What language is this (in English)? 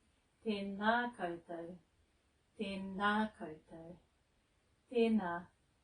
Māori